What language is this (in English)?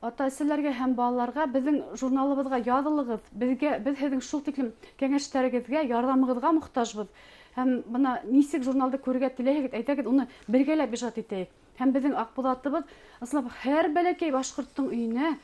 Bashkir